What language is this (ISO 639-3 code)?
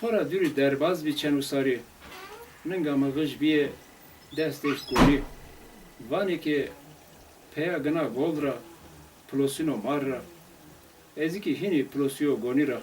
zza